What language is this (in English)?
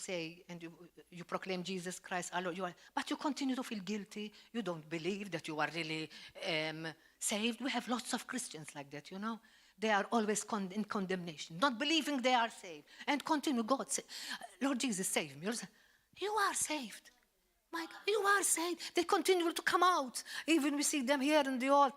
English